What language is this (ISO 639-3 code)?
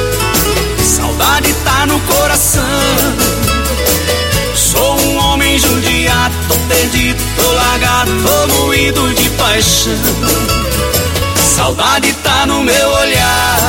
por